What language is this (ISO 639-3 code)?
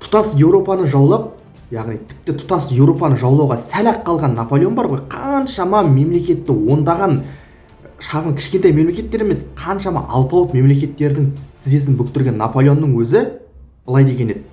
kaz